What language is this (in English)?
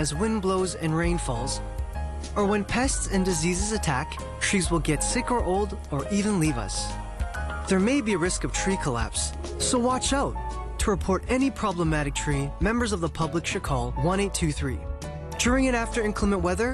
English